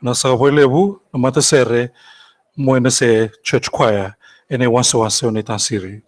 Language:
Fijian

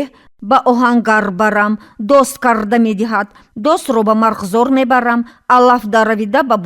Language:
Tajik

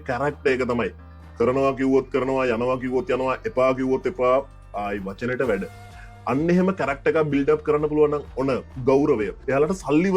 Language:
Sinhala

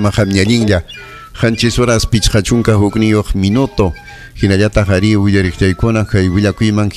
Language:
Ayacucho Quechua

